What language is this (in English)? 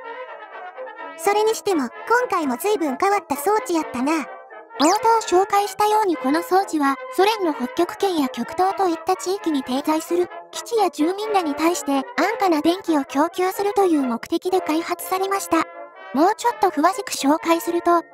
Japanese